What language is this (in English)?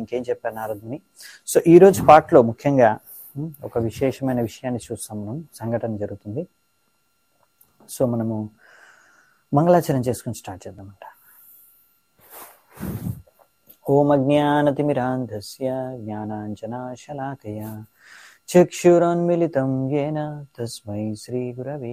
Telugu